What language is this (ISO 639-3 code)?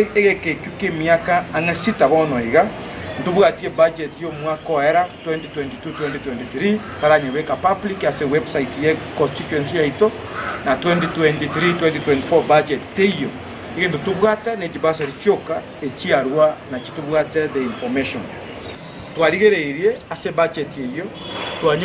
guz